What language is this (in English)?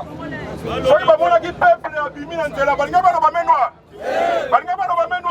Lingala